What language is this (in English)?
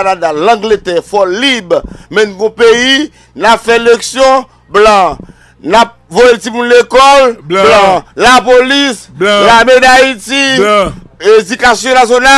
Haitian Creole